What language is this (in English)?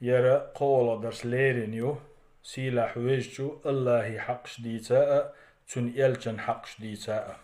Chechen